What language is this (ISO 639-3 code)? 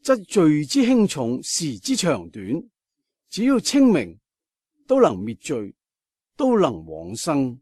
yue